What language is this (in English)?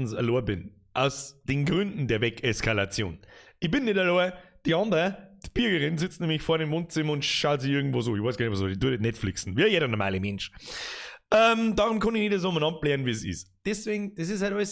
Bavarian